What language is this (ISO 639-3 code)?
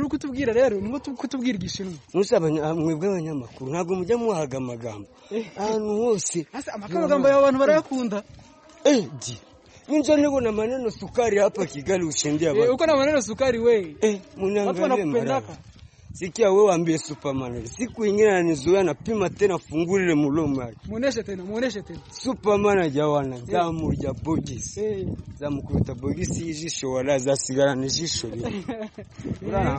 kin